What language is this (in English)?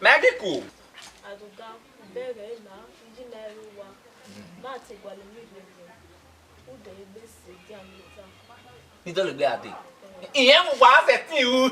Bini